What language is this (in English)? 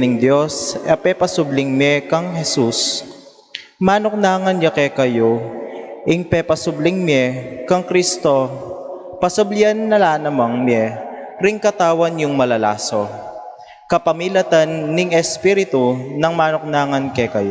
Pampanga